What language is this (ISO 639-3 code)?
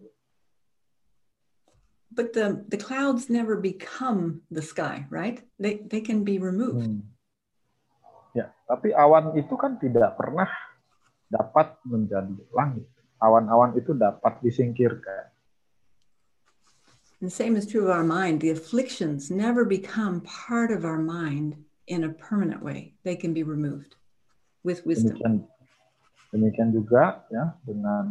ind